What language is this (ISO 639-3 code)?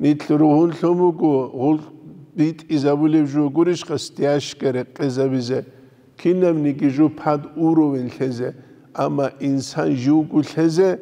ava